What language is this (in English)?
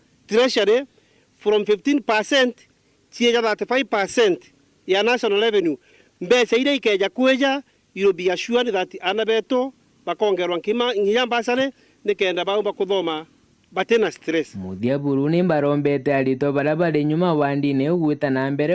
Meru